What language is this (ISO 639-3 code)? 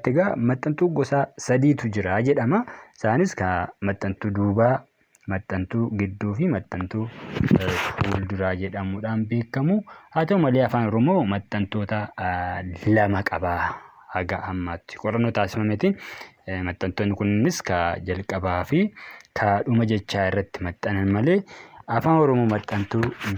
orm